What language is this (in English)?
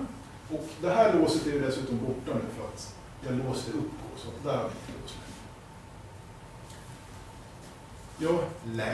Swedish